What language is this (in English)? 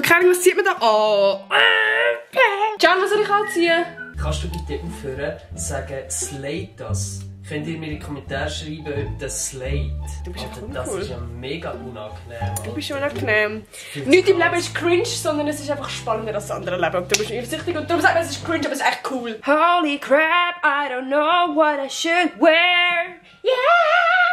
Swiss German